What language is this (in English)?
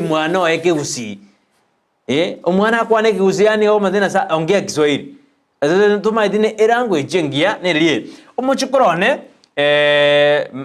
Gusii